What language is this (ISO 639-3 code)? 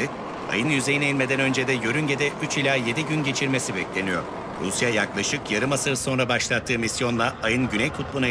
tur